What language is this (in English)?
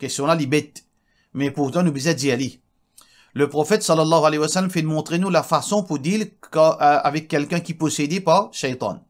Morisyen